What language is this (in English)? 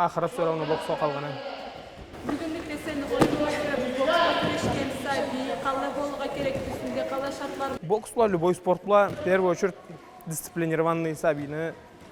Karachay-Balkar